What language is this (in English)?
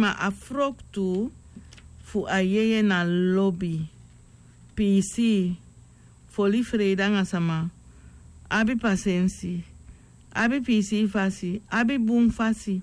Sranan Tongo